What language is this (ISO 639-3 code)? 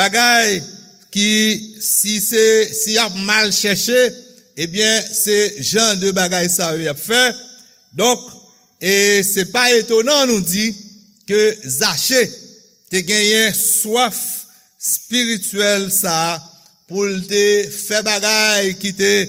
hat